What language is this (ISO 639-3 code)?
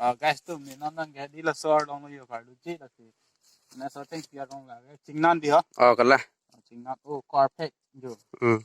mjw